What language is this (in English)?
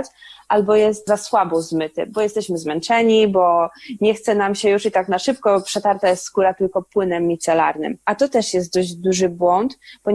Polish